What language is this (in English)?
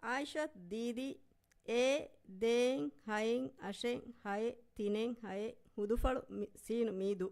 Divehi